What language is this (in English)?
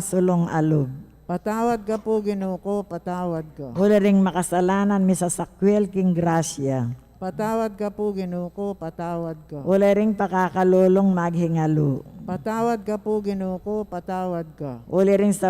Pampanga